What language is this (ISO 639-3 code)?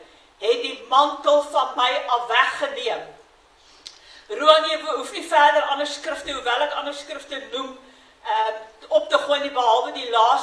afr